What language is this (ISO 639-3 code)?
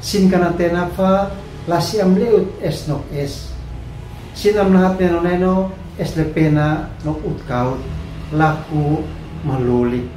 aoz